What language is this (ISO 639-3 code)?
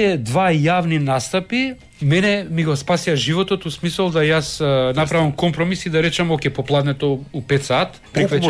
mkd